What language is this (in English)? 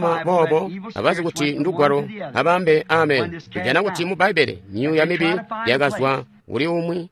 Tonga (Zambia)